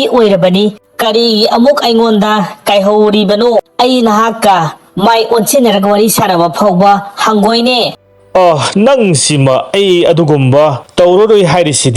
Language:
Manipuri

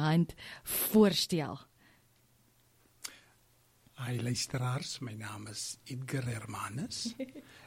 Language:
Afrikaans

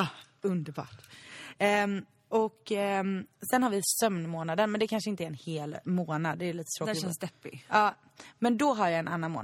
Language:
Swedish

